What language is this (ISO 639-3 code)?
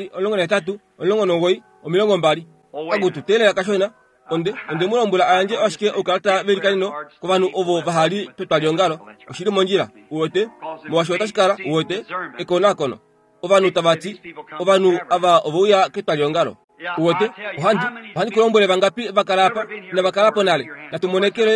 kua